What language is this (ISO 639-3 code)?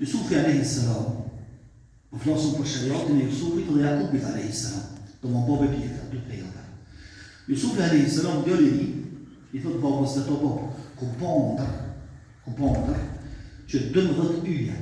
sqi